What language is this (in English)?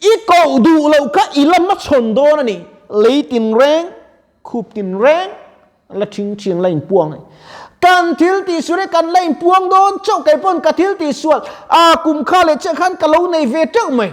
Mizo